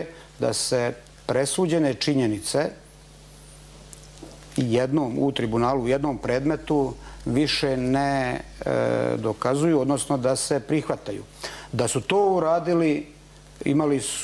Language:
Bosnian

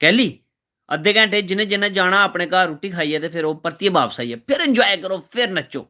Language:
Dogri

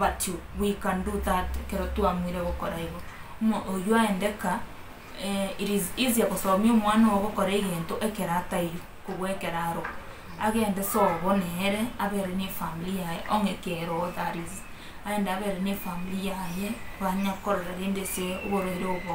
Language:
Gusii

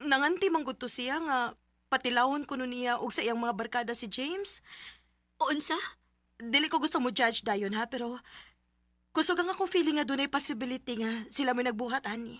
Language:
Cebuano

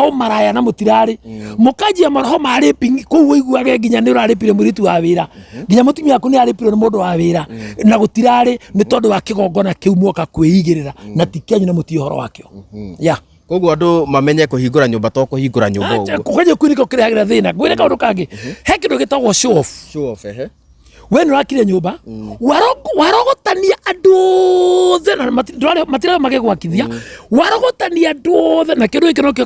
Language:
Kikuyu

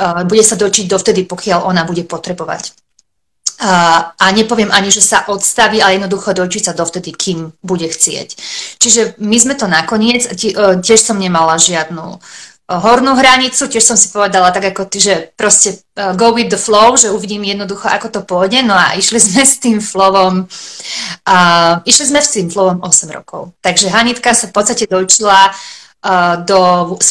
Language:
Slovak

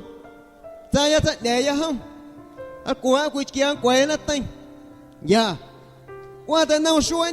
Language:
Guerrero Amuzgo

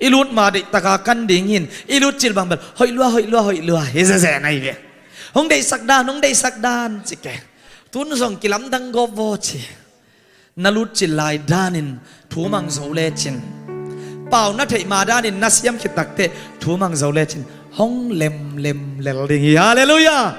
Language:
Tedim Chin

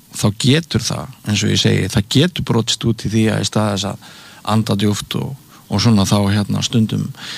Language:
Icelandic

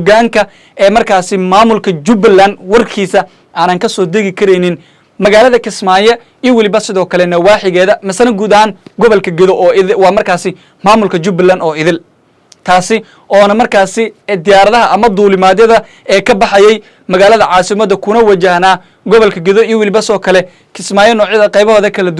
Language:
Somali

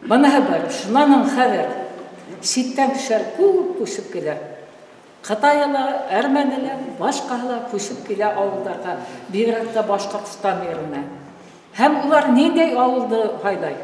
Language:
Bashkir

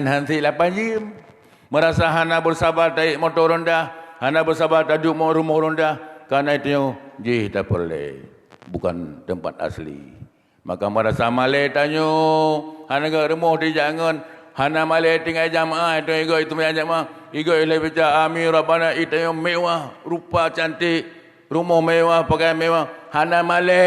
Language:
Achinese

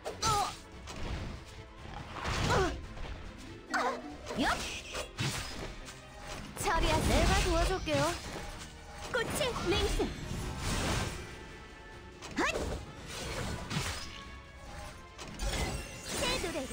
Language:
Korean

